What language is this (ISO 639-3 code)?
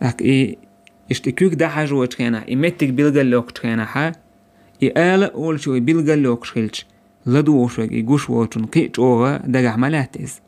che